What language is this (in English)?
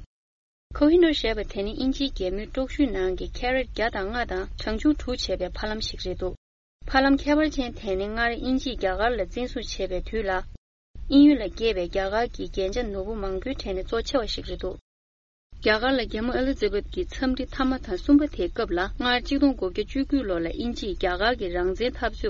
Tibetan